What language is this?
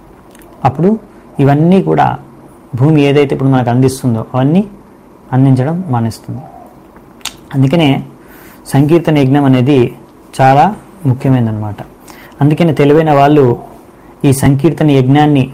Telugu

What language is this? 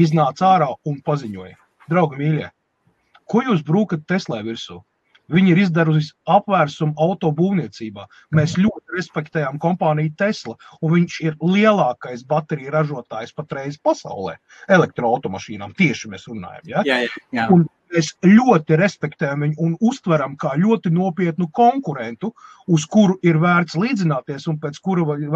Latvian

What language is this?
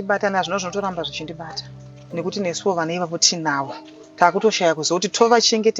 Shona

